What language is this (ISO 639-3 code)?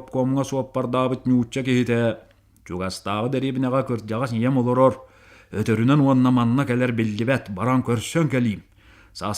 sah